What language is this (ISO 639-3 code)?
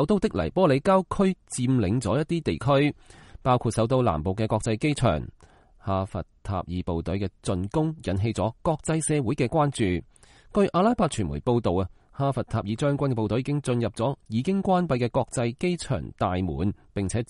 yue